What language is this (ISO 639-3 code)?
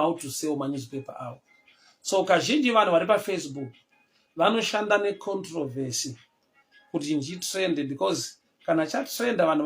sna